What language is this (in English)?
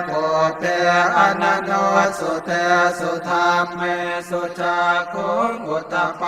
Pali